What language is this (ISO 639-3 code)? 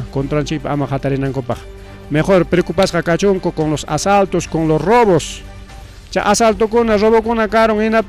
quy